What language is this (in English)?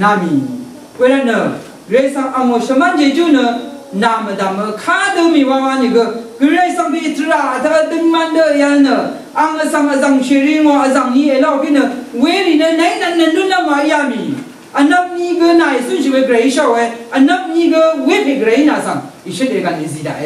Rawang